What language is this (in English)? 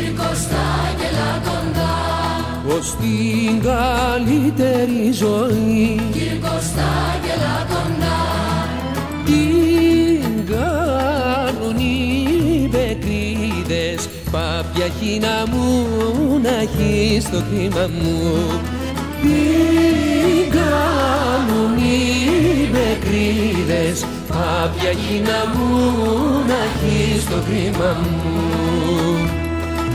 Greek